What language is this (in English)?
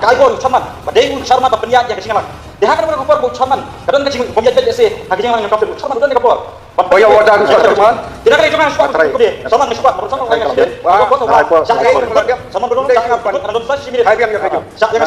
Khasi